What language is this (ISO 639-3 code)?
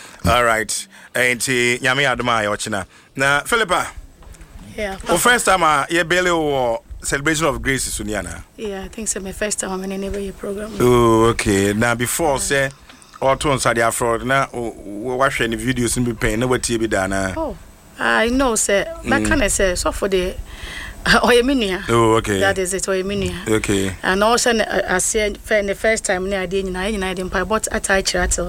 aka